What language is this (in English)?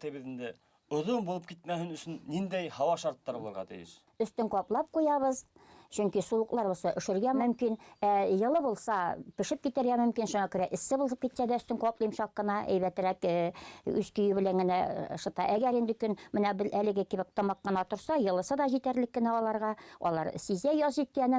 Bashkir